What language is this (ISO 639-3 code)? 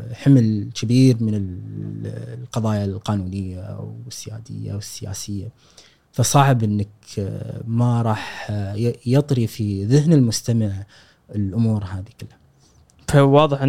afb